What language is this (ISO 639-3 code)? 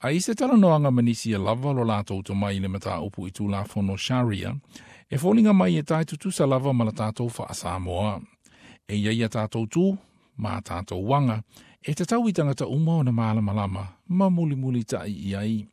smo